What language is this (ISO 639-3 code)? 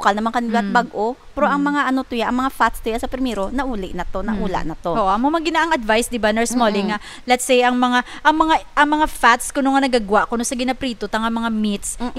hil